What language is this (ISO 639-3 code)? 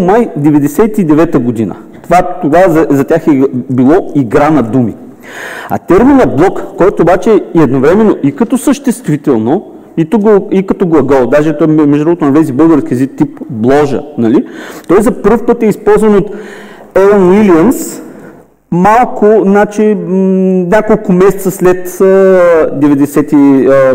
bul